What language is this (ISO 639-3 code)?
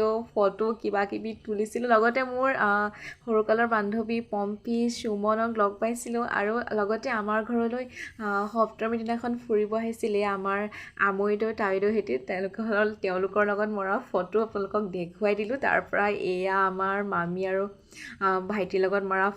asm